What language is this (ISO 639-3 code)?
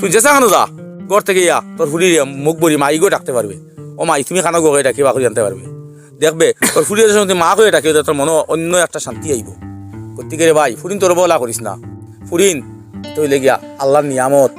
syl